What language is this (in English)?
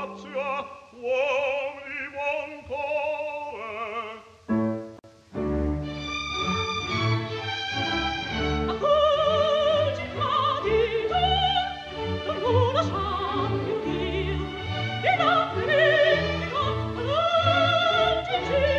Italian